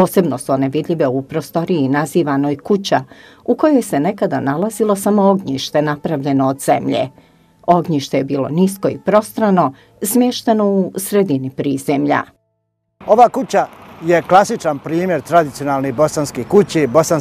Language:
Bosnian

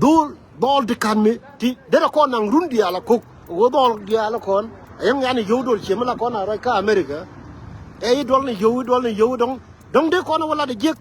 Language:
Nuer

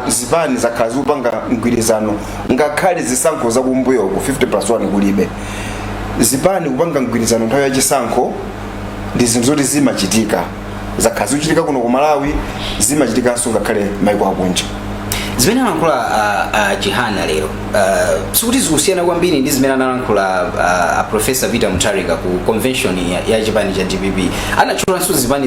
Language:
Nyanja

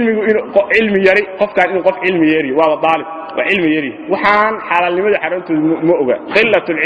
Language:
Somali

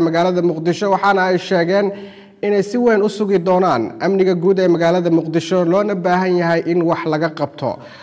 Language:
Somali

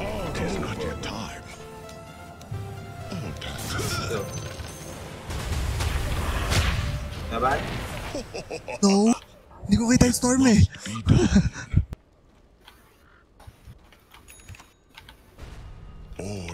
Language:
Filipino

